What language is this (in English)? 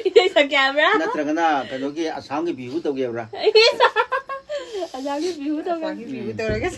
Manipuri